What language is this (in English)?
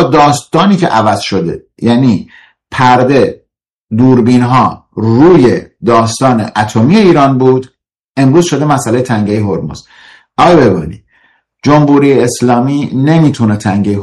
Persian